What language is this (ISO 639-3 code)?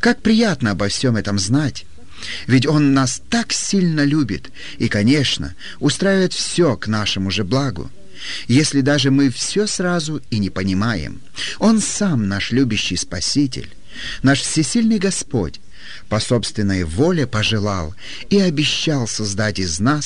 rus